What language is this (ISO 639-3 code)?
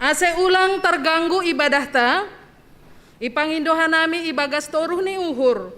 bts